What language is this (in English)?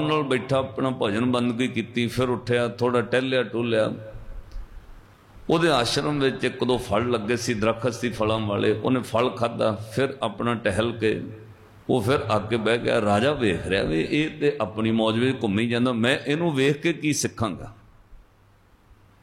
Punjabi